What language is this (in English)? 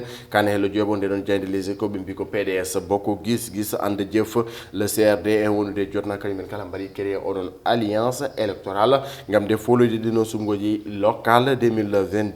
Fula